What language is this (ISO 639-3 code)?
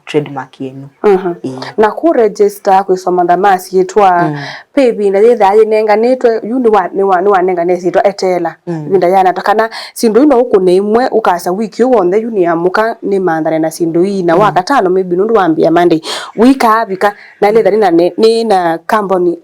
kam